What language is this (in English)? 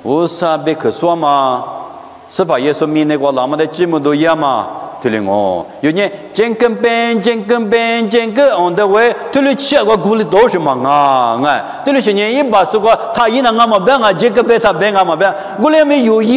Lisu